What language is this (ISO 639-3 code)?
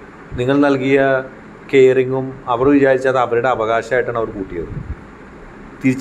mal